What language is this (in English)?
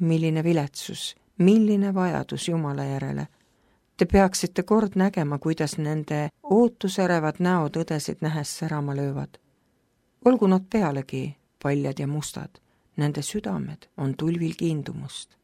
Estonian